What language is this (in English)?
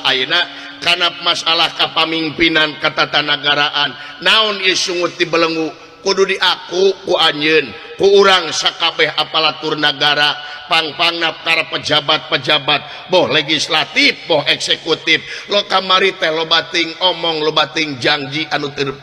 Sundanese